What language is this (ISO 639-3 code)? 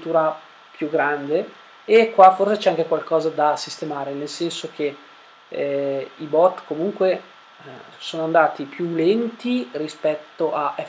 ita